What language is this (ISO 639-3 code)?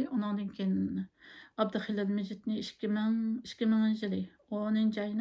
uig